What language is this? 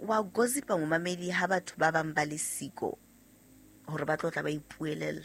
Southern Sotho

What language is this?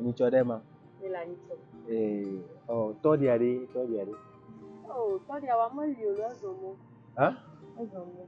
Ewe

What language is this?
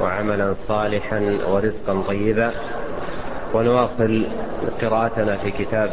Arabic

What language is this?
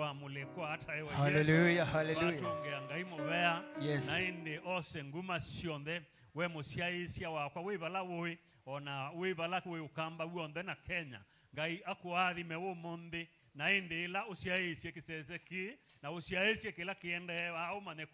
Kamba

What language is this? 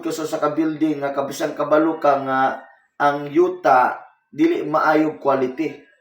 Cebuano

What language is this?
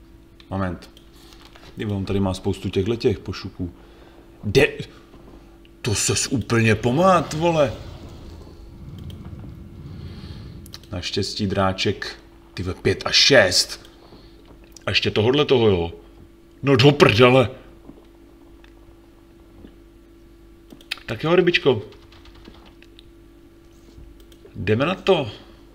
Czech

